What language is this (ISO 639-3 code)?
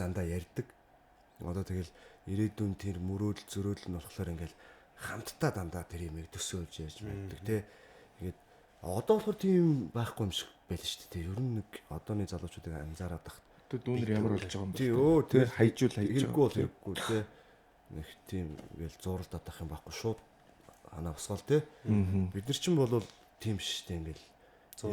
mon